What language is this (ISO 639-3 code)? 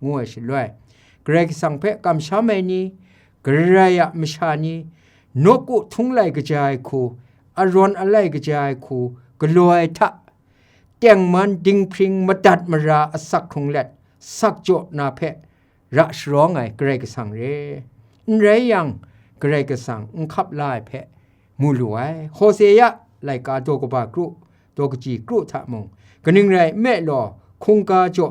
kac